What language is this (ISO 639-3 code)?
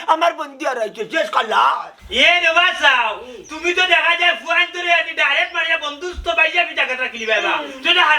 syl